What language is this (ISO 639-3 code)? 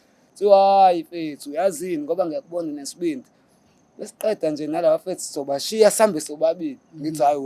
zul